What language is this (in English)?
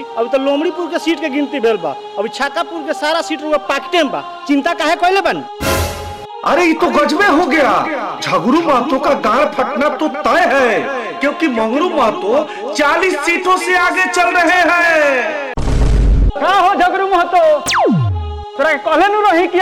Bhojpuri